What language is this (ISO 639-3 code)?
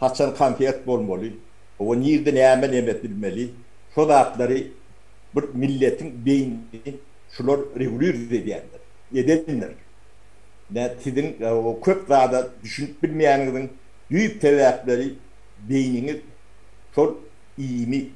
tuk